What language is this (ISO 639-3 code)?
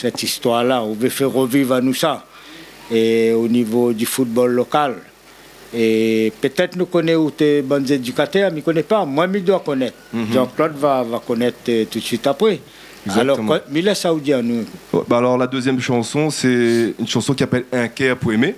rcf